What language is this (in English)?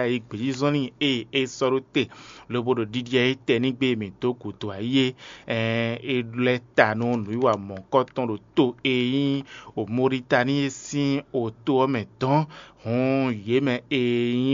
Fon